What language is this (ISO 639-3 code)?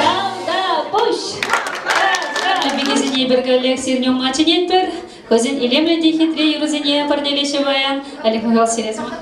chv